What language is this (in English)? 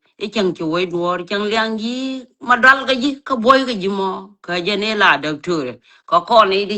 Nuer